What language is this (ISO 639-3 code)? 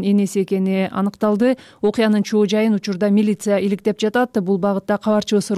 kir